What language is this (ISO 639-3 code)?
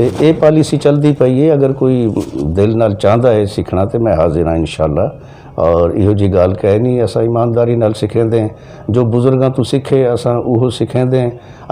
skr